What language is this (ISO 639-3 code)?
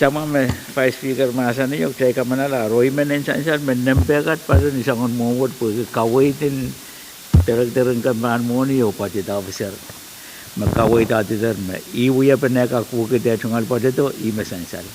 pon